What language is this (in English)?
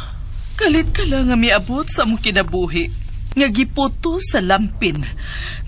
Cebuano